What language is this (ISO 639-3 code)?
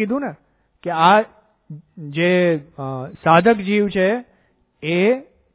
guj